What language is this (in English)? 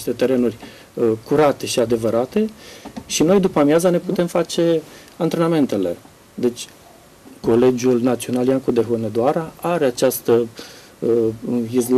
Romanian